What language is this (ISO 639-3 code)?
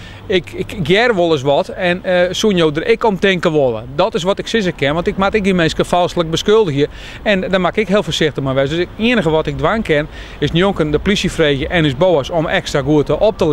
fry